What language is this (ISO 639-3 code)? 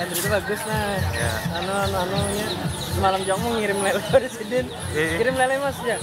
bjn